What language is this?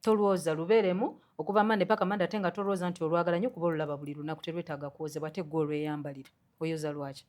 Ganda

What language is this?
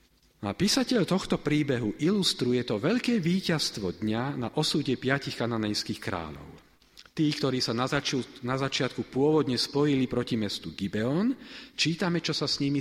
Slovak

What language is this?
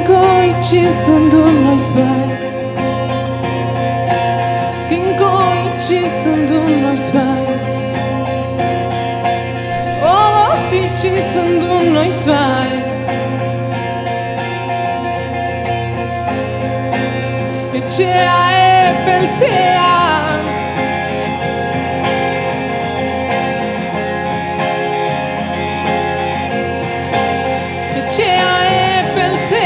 Basque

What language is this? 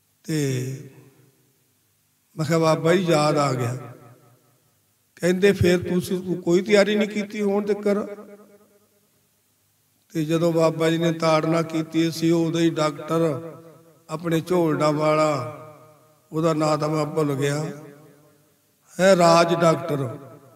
Punjabi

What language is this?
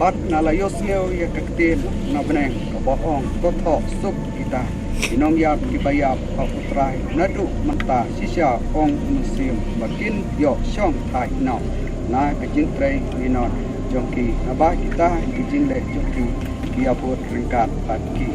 Khasi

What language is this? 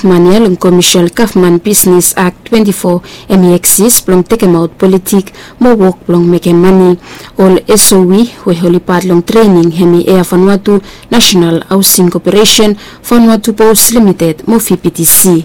Bislama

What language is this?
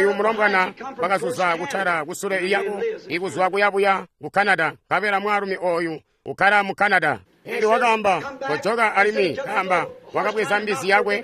Tonga (Zambia)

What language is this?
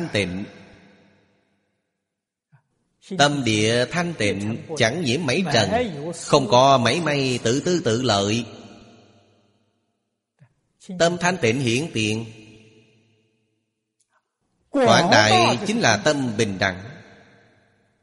Vietnamese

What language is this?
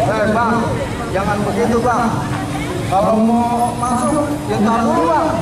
Betawi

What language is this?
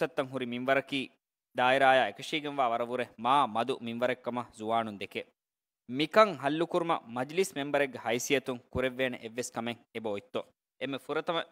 Divehi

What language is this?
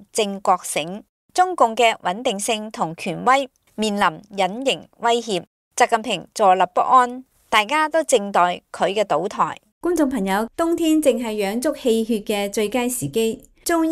Cantonese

